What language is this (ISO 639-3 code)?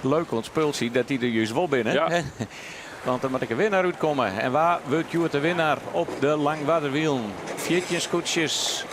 fry